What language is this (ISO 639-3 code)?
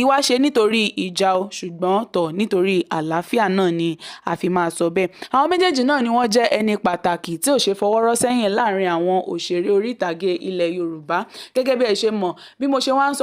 yor